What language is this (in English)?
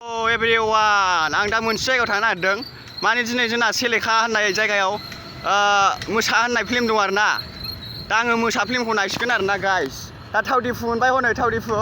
Bodo